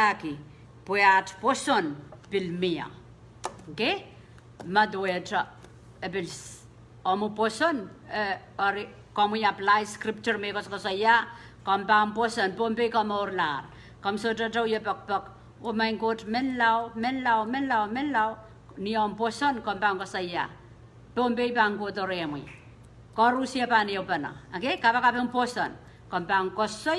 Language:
Pohnpeian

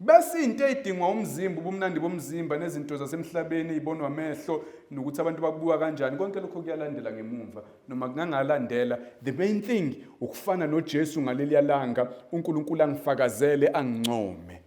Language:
Zulu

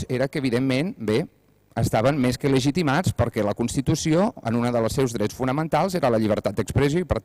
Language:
Catalan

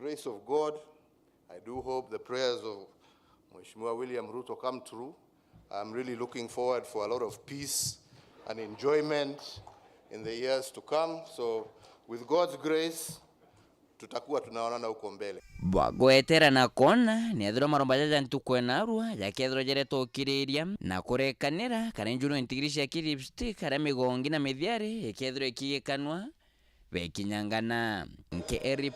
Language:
Meru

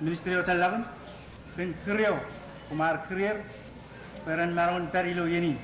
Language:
Marshallese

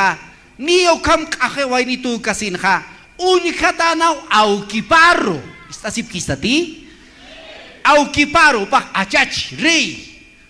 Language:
Aymara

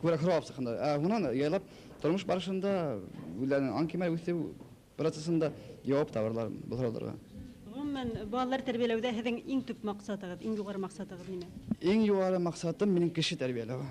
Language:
Bashkir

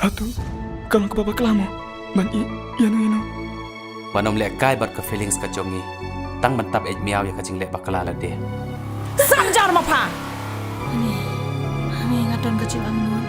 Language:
Khasi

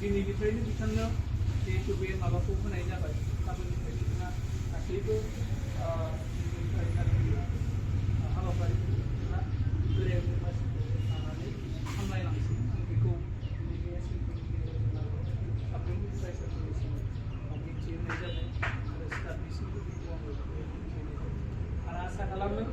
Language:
Bodo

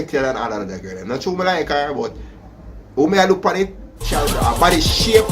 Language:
Jamaican Creole English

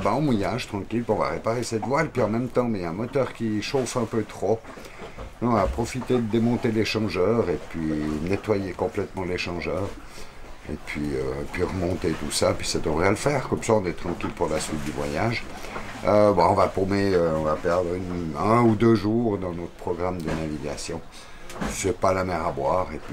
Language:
French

